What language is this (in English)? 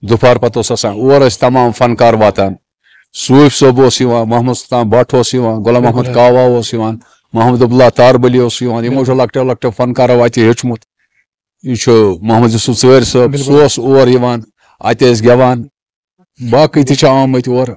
Kashmiri